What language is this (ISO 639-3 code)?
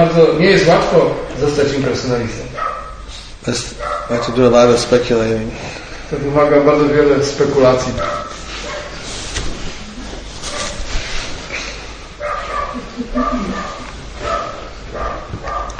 pol